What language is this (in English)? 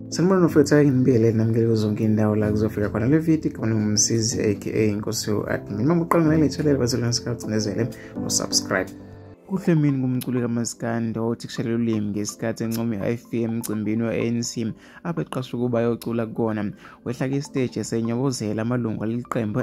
Zulu